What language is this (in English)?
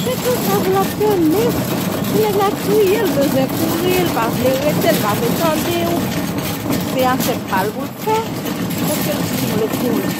Haitian Creole